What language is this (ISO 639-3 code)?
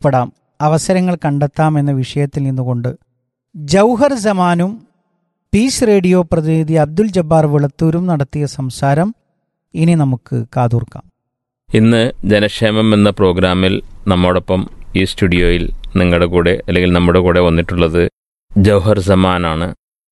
mal